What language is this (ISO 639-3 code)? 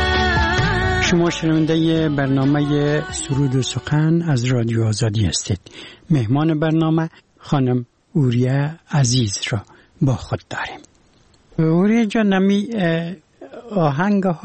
fas